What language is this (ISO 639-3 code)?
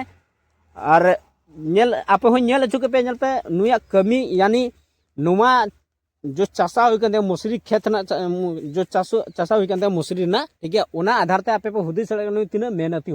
sat